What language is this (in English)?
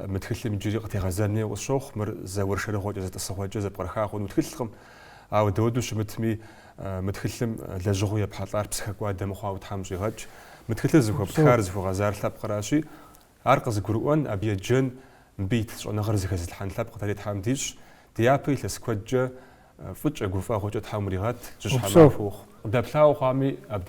Kabardian